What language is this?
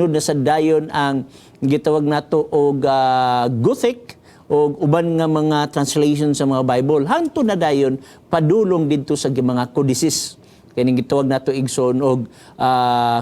Cebuano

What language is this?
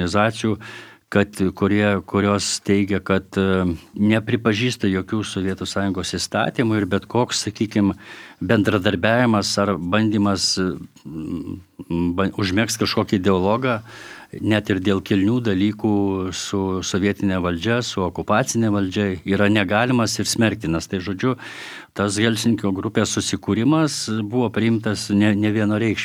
Lithuanian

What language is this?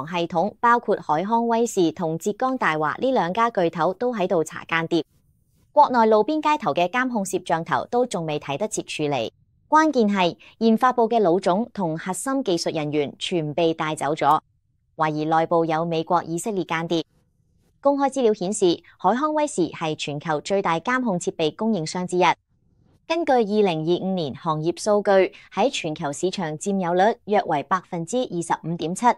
Cantonese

